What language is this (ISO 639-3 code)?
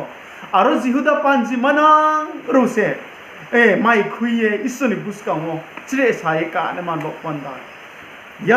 ria